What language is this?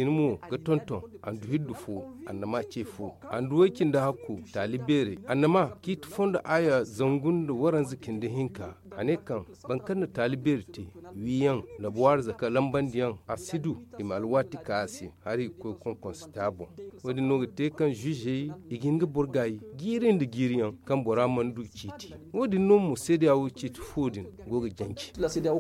Zarma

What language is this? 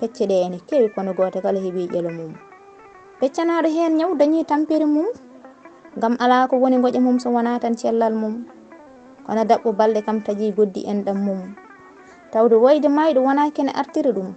Fula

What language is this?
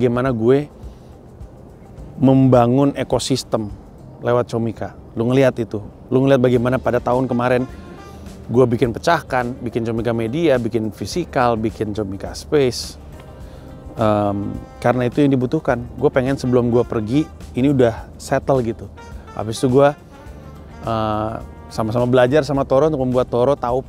Indonesian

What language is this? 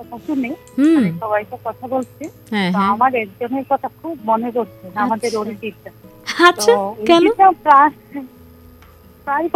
Bangla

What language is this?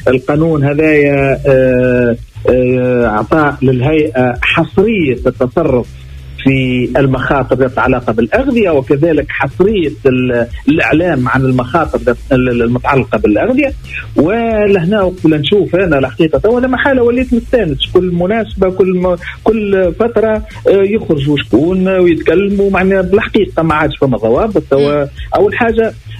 Tunisian Arabic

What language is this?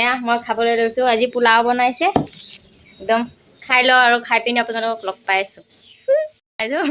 Assamese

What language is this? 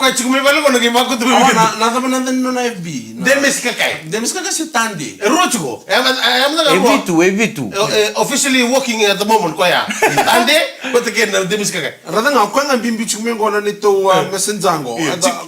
Fijian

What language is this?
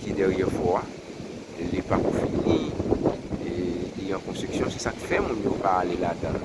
Haitian Creole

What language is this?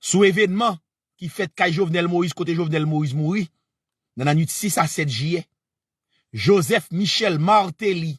Haitian Creole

